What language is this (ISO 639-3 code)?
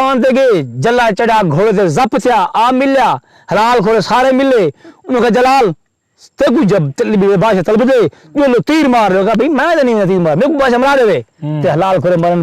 skr